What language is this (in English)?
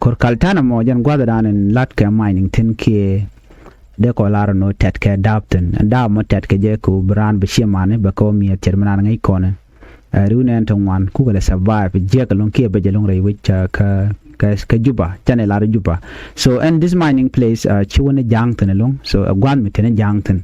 Nuer